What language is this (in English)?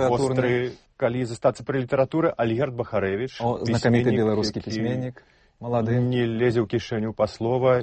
Belarusian